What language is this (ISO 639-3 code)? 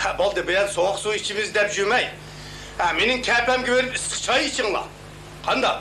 uig